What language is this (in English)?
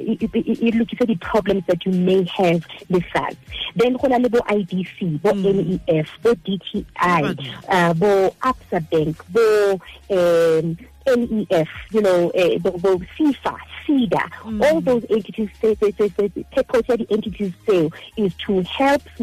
Southern Sotho